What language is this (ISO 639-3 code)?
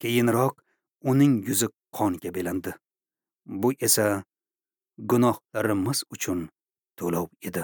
uzb